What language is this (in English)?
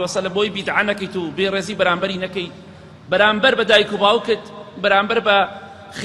Central Kurdish